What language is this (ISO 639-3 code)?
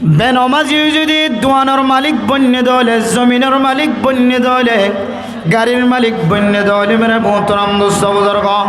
rhg